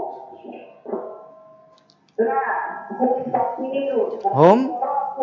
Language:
Indonesian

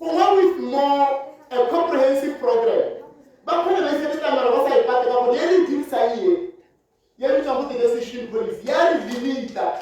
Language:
Tswana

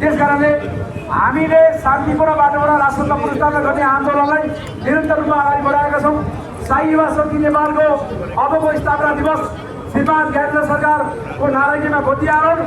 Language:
Nepali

